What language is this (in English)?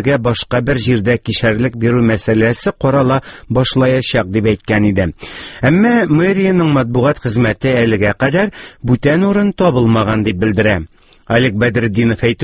Tatar